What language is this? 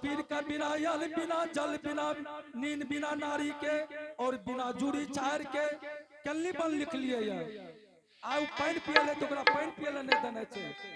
Angika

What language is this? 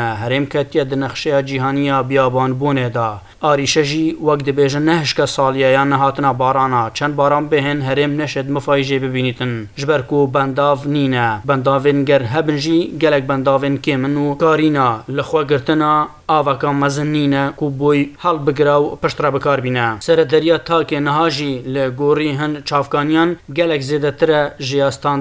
Kurdish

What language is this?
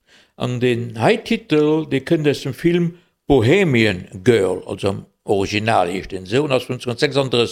Luxembourgish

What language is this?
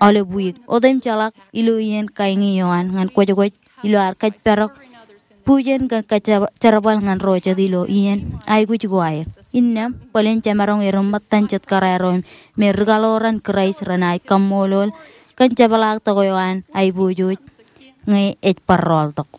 Marshallese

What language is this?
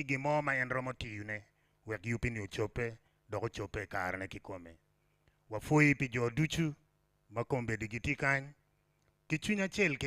Acoli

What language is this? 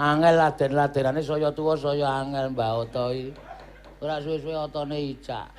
Javanese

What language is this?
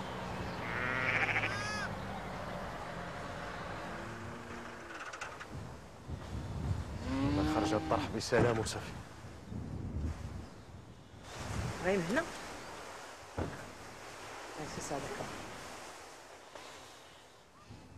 Moroccan Arabic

